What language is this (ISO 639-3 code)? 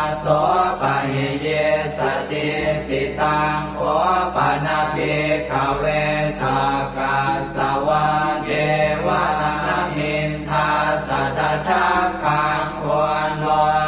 pli